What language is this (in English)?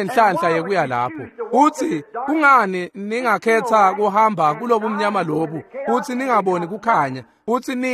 Swati